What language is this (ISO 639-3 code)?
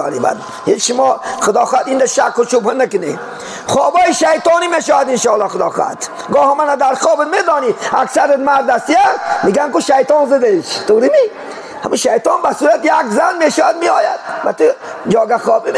tgk